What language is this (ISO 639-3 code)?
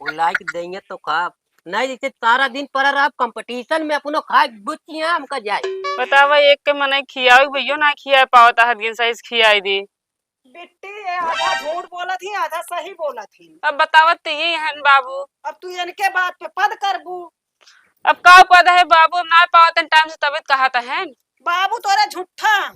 awa